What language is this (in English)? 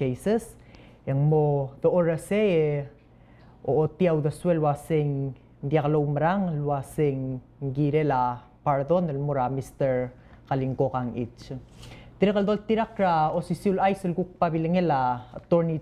Palauan